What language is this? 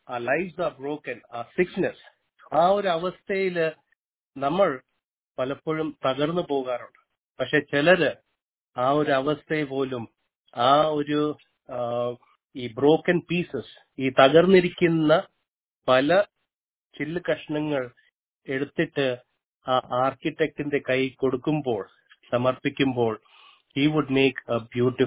Malayalam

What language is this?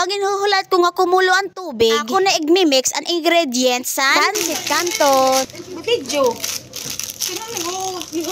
Waray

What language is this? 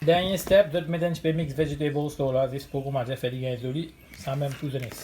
Morisyen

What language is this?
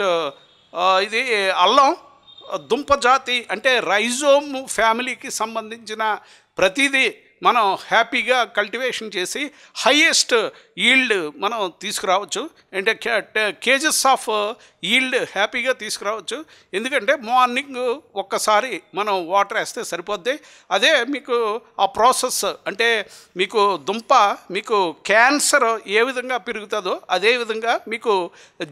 Telugu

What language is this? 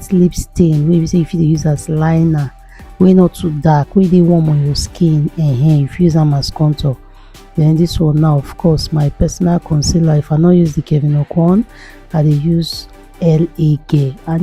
Nigerian Pidgin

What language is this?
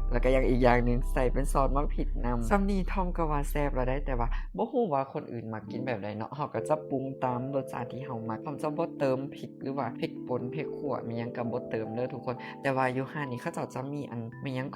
Lao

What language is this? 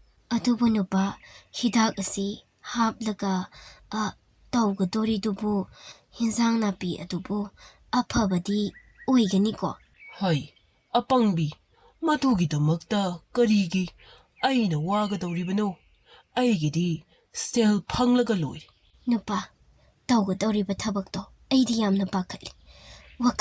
Manipuri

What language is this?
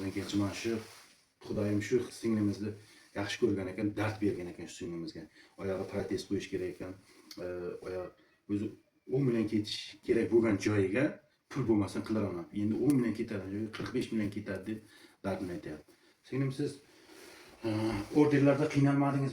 Uzbek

